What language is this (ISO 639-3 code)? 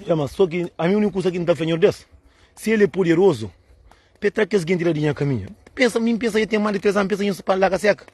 kea